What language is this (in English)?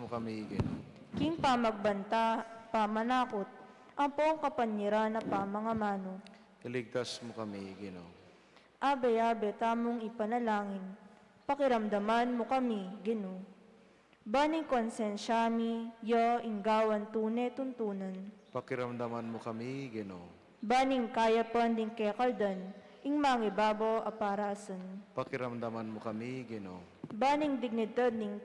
Pampanga